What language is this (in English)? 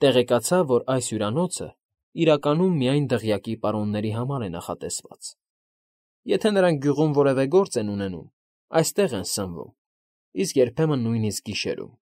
Armenian